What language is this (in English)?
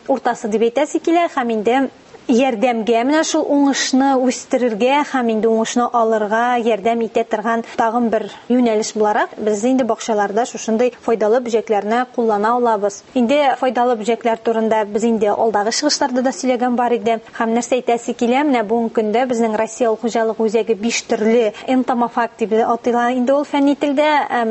Tatar